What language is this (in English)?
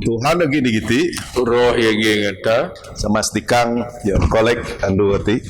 Biatah Bidayuh